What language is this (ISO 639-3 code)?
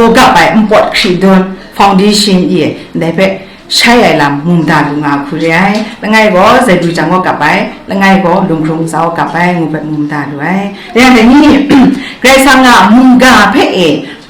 kac